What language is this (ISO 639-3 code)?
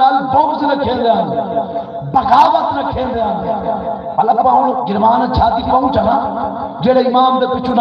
skr